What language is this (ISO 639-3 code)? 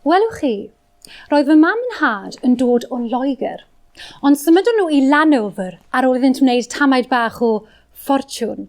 cym